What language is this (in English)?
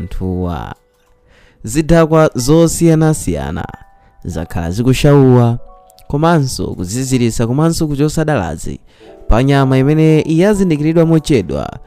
Nyanja